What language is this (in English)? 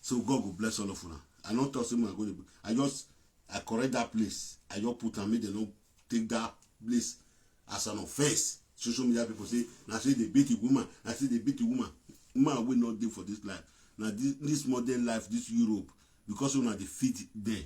Nigerian Pidgin